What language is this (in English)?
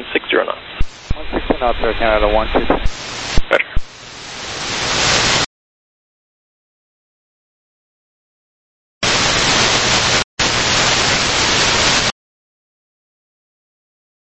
English